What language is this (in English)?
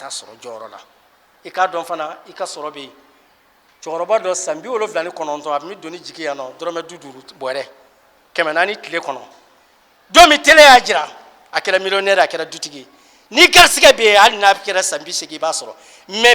Bambara